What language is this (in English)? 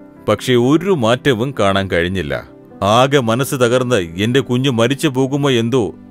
Malayalam